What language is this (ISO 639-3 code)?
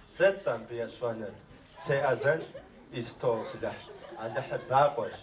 kbd